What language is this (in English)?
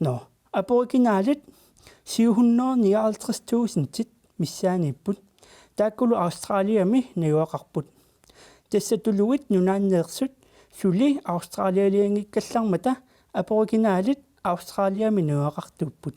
Kalaallisut